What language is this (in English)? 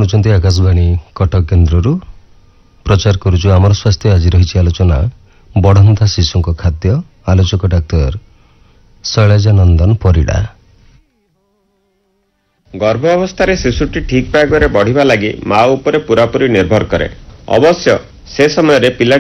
Odia